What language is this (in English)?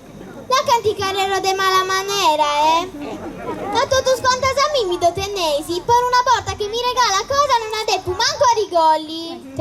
Sardinian